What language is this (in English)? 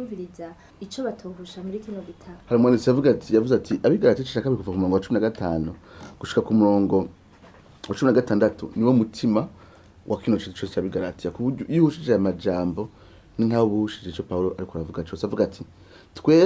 Rundi